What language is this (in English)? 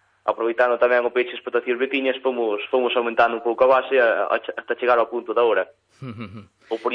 Galician